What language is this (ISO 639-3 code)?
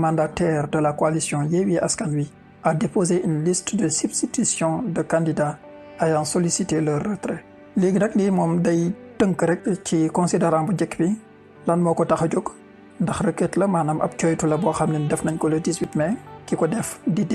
wol